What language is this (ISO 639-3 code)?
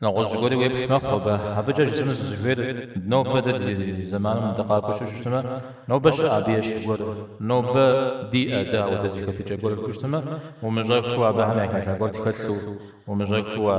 kbd